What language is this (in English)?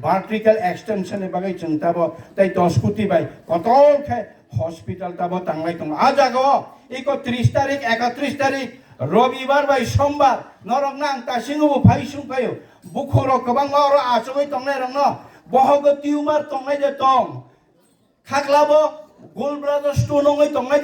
Kok Borok